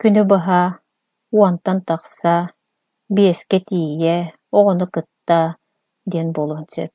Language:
Yakut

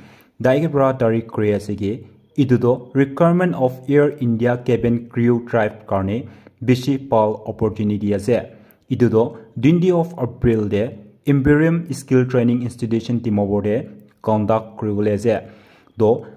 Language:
Naga Pidgin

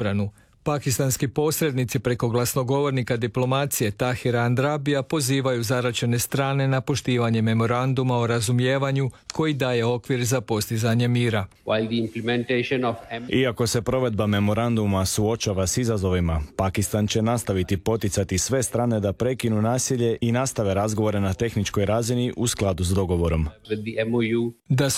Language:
Croatian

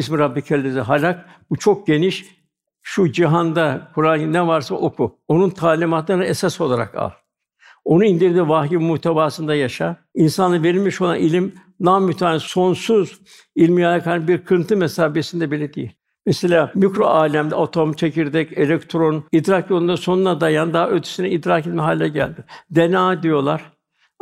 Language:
Turkish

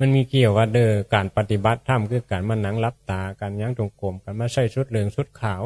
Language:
Northeastern Thai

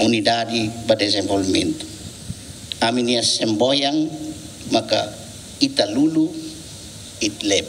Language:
Tetum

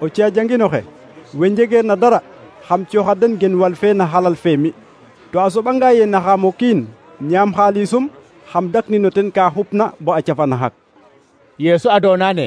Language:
Serer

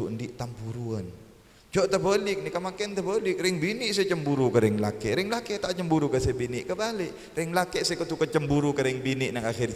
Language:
Madurese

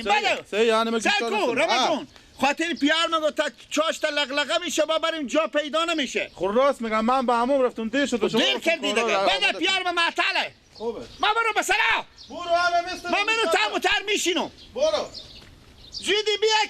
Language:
Persian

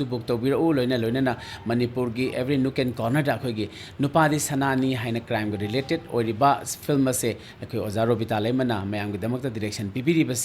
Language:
Manipuri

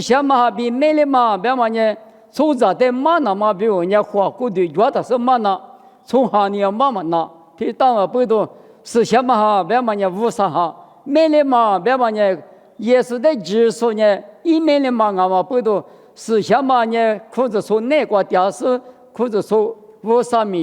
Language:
Lisu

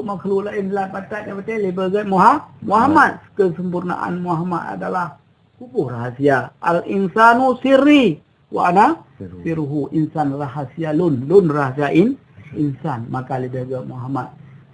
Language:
Achinese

